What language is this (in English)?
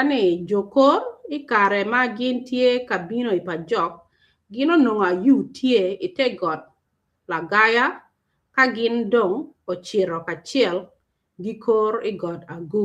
Acoli